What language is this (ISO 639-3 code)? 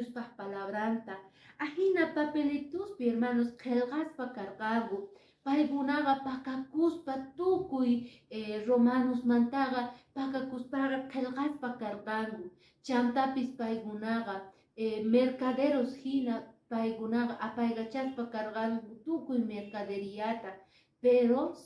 que